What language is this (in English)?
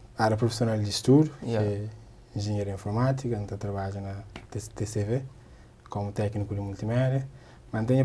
Kabuverdianu